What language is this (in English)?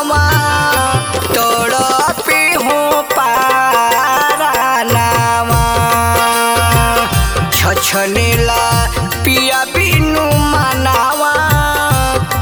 Bhojpuri